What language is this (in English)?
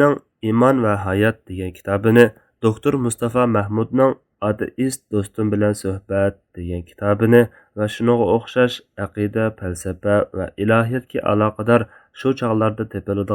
Uyghur